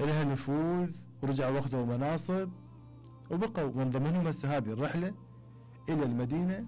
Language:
Mesopotamian Arabic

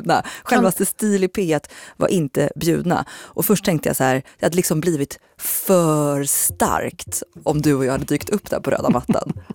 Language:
Swedish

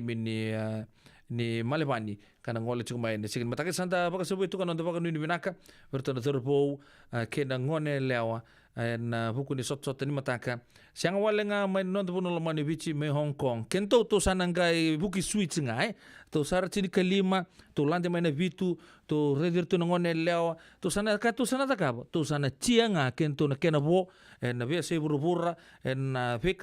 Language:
Fijian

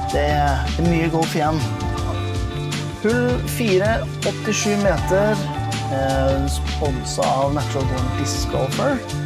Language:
Norwegian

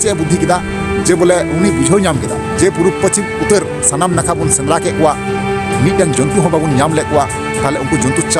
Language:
Santali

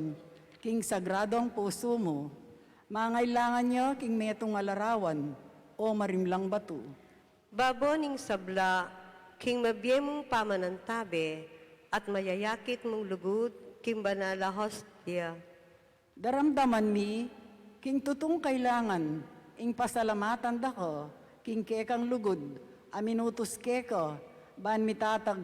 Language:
Pampanga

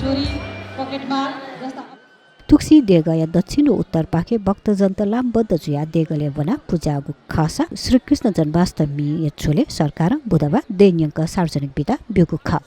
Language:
Newari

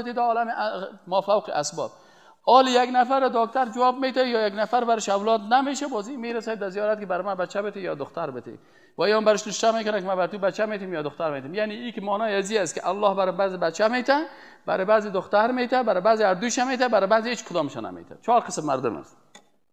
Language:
Persian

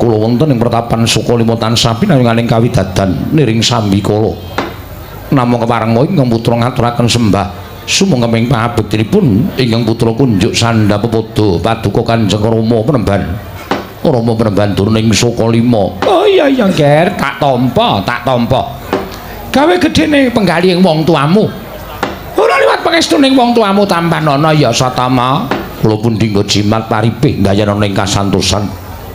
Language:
Javanese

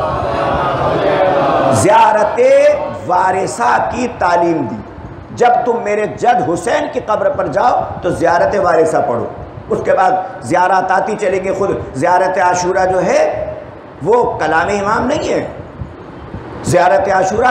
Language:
Urdu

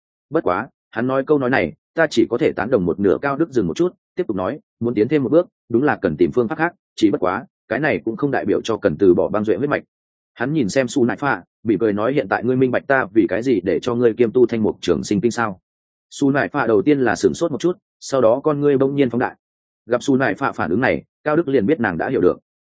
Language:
Vietnamese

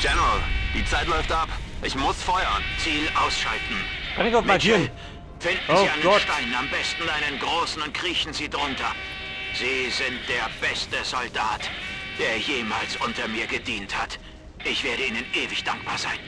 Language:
Bavarian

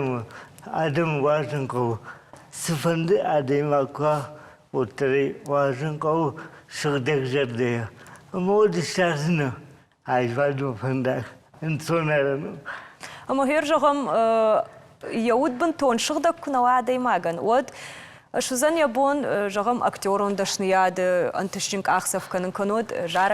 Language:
Ossetic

